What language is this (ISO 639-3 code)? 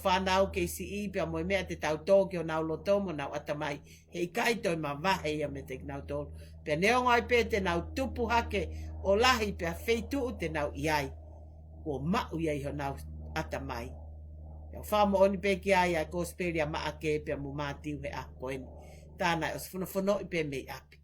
ton